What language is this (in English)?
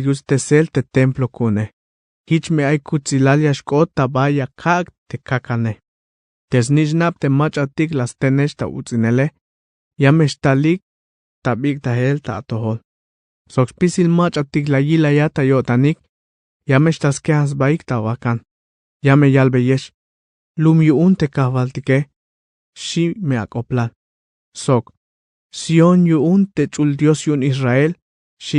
Tzeltal